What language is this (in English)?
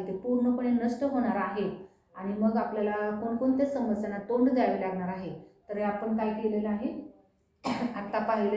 Marathi